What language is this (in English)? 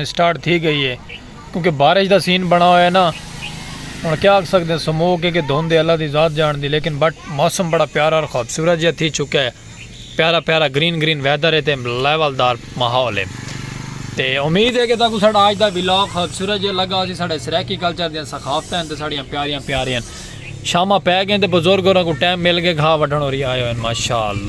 Saraiki